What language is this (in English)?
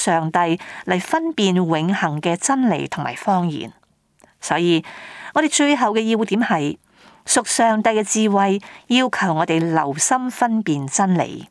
Cantonese